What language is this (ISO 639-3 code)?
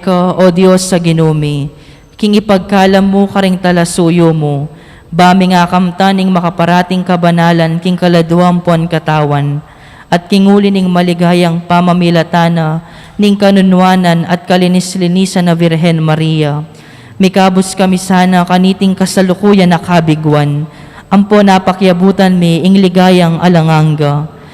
pam